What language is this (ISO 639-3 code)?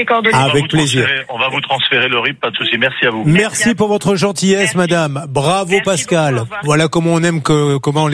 fra